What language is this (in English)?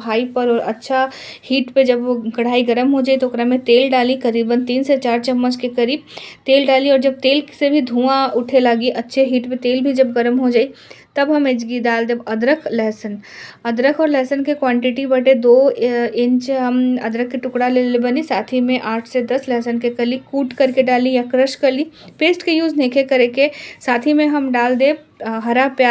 Bhojpuri